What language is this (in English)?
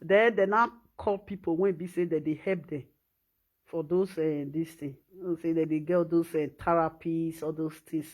Nigerian Pidgin